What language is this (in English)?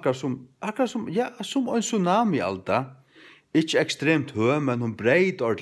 Faroese